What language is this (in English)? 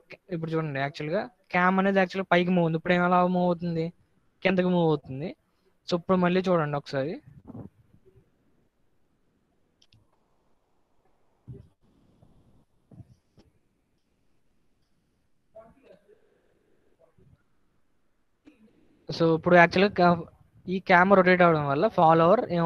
Telugu